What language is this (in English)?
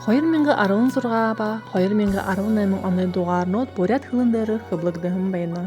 Buriat